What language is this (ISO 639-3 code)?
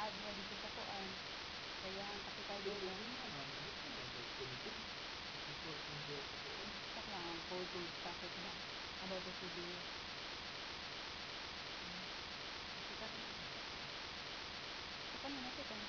fil